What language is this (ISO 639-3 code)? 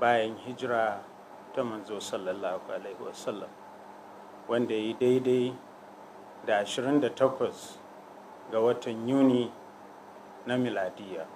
hau